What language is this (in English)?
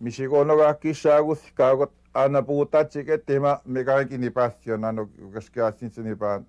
Western Ojibwa